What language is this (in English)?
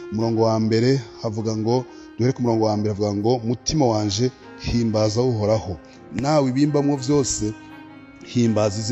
Rundi